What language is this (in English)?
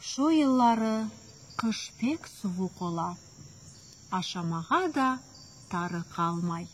Crimean Tatar